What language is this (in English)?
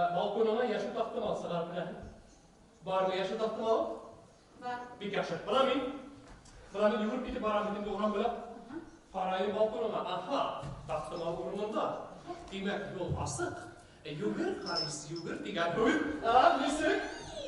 Bashkir